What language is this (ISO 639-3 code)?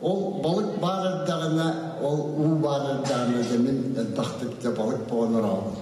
sah